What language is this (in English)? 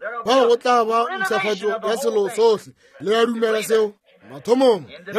Northern Sotho